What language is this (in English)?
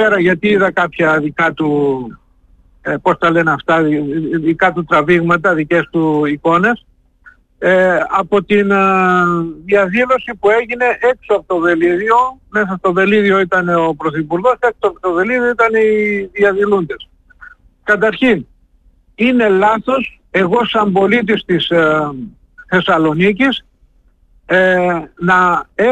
Greek